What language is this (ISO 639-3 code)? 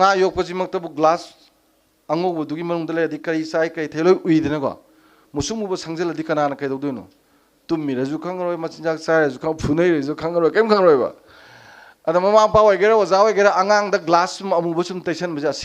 mni